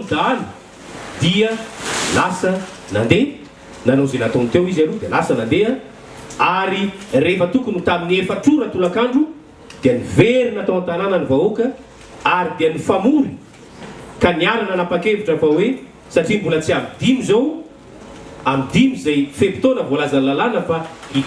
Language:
Malagasy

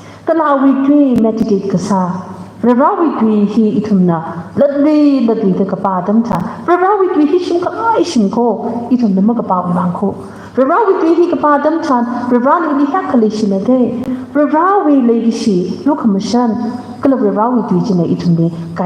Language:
Tangkhul Naga (India)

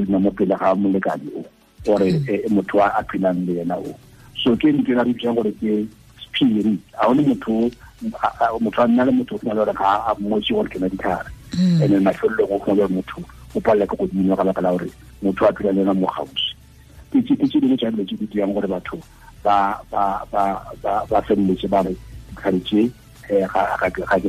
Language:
Tswana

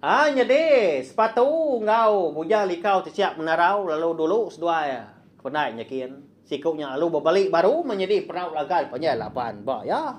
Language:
Iban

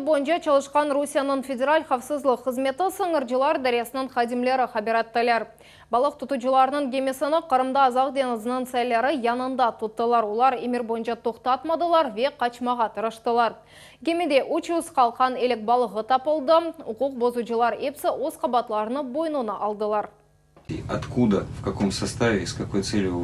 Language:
Crimean Tatar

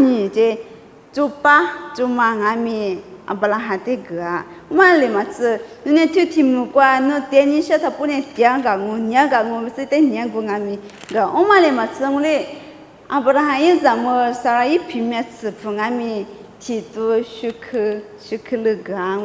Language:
Lisu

